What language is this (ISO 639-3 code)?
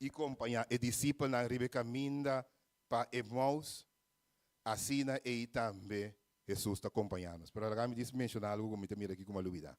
pap